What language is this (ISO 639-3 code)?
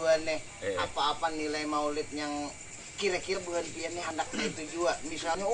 bjn